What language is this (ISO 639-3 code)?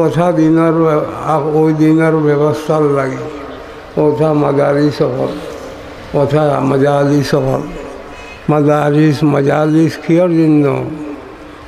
syl